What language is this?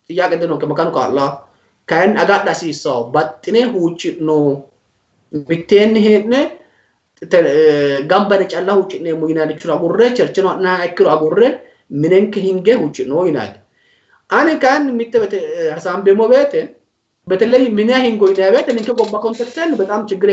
Sidamo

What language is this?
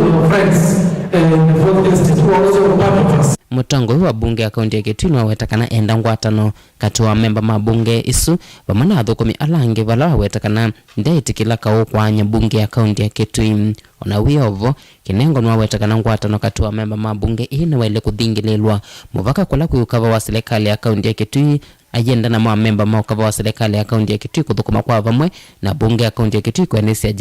Kamba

